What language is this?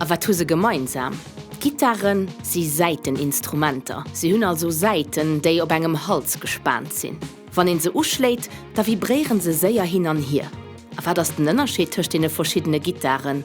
Luxembourgish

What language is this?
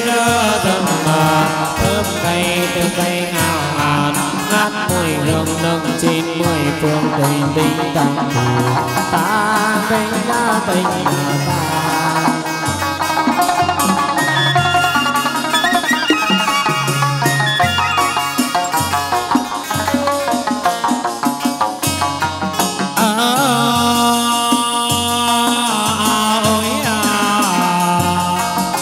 Vietnamese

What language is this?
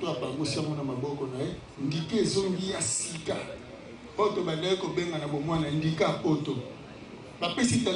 Lingala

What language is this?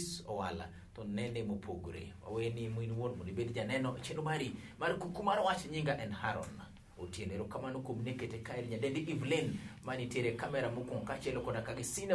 Luo (Kenya and Tanzania)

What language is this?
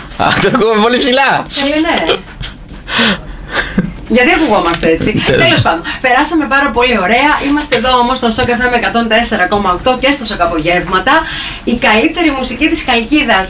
Greek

